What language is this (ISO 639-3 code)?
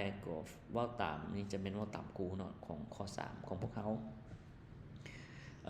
lao